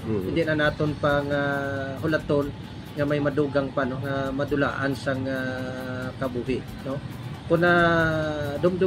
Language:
Hiligaynon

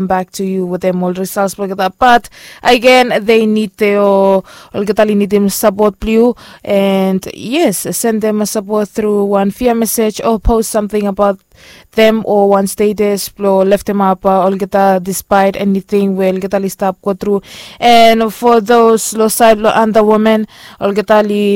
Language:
Bislama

